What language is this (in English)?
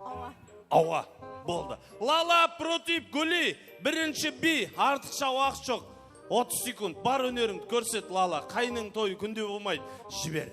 Kara-Kalpak